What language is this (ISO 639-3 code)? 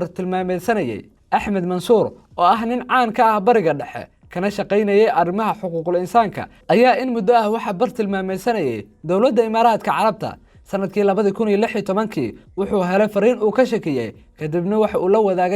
som